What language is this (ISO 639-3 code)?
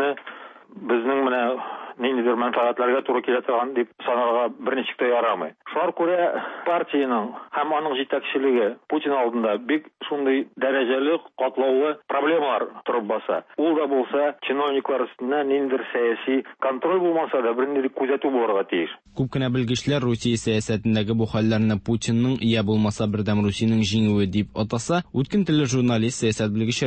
tat